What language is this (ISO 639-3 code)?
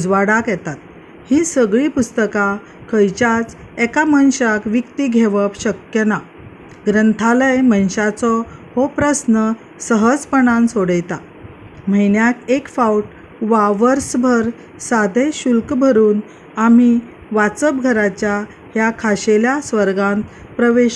kok